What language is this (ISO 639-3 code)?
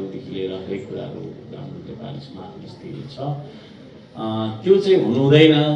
nep